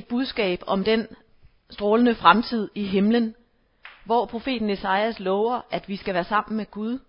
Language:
Danish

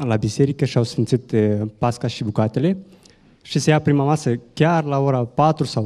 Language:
Romanian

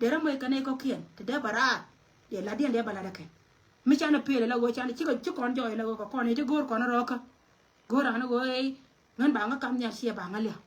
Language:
Nuer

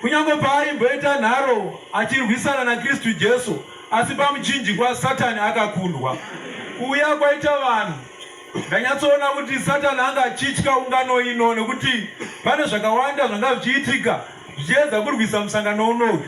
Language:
Shona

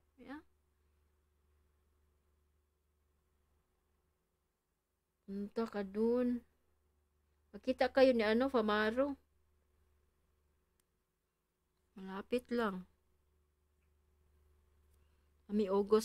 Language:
Filipino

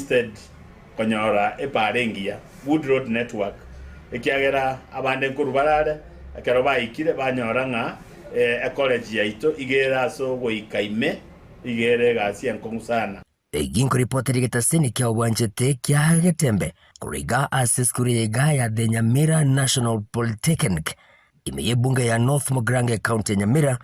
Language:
Gusii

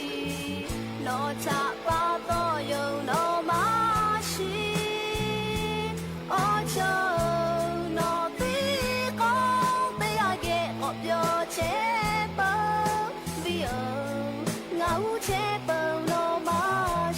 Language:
Lahu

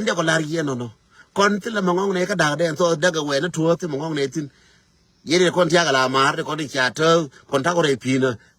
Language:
Nuer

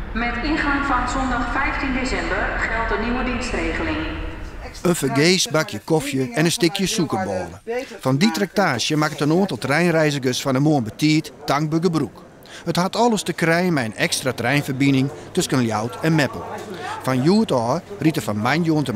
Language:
Western Frisian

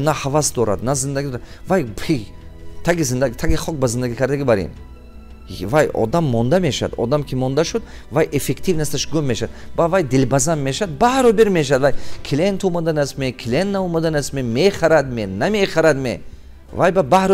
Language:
Tajik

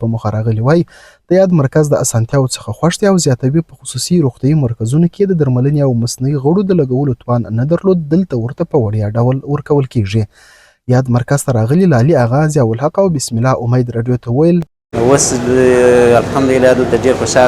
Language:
Pashto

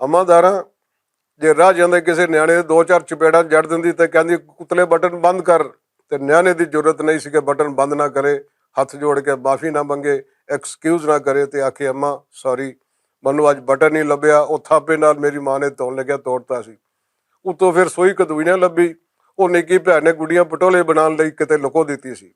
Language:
Western Panjabi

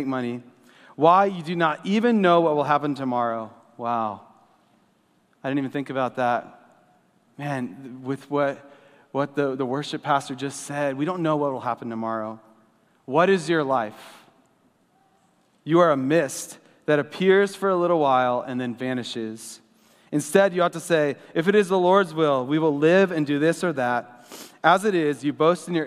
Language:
English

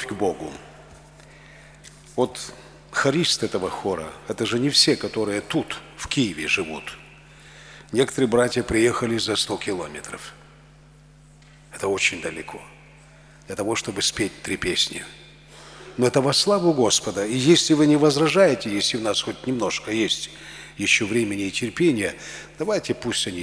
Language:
Russian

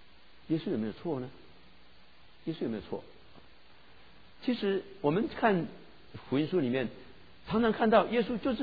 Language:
Chinese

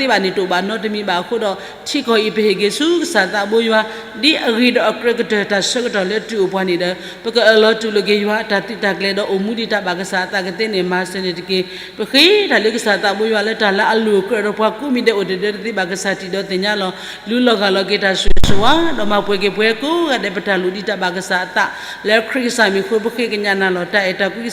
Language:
S'gaw Karen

